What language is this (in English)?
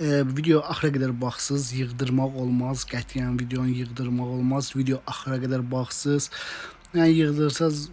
Azerbaijani